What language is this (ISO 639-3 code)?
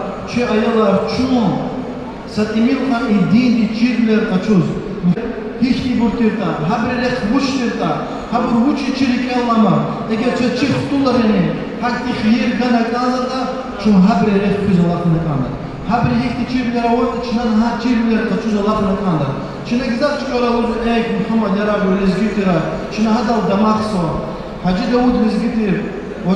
lez